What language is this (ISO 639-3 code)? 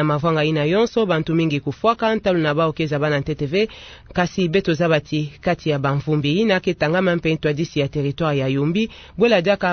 ktu